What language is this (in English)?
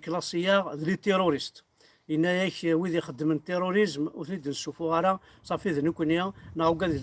Kabyle